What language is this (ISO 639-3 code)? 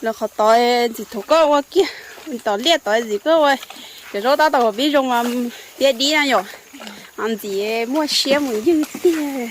hmn